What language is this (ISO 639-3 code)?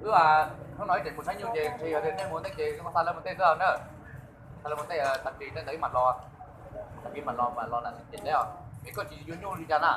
hmn